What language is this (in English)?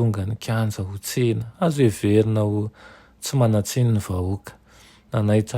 Malagasy